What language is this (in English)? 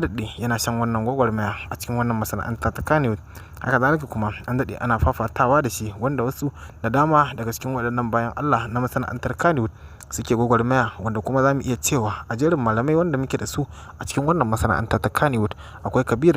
Hausa